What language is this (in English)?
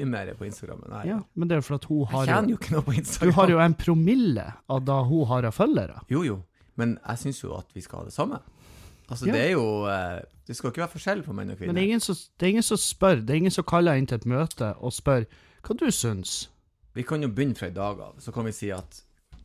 Norwegian